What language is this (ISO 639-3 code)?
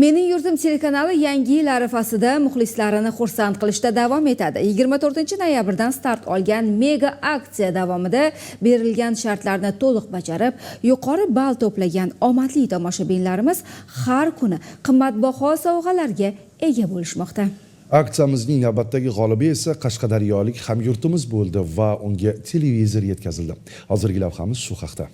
uzb